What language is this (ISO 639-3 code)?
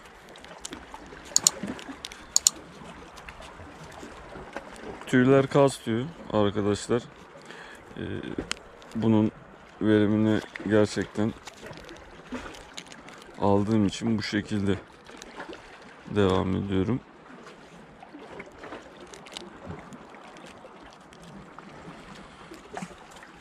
tur